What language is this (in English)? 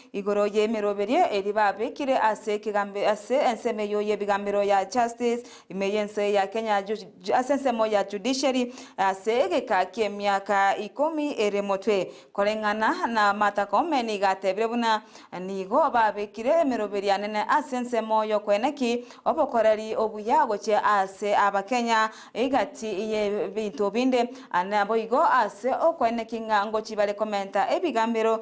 Gusii